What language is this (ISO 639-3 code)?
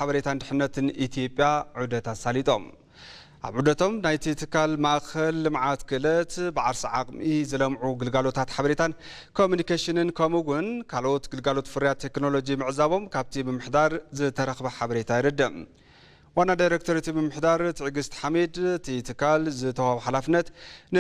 tir